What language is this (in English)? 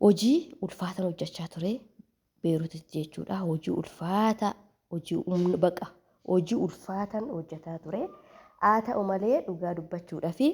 Oromo